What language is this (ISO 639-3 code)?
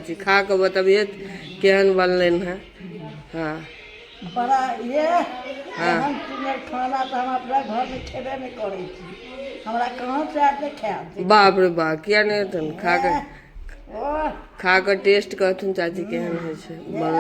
mai